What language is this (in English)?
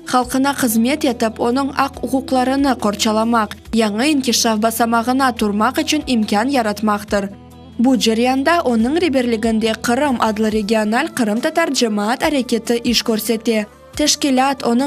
Crimean Tatar